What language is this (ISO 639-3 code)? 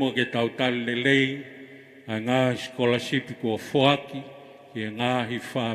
ton